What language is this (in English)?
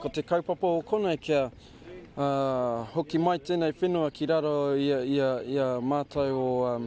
Māori